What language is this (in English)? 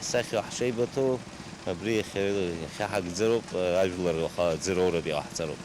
Abkhazian